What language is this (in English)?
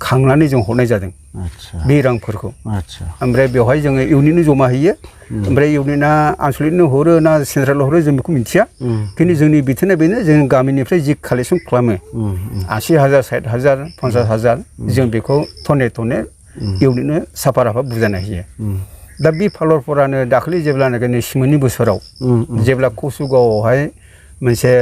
Bodo